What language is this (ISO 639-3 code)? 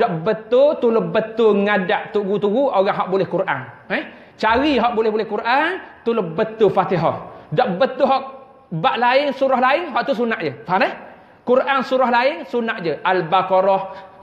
msa